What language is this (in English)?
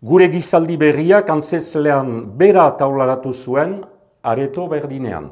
Basque